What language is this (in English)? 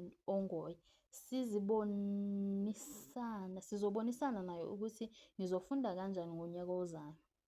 Zulu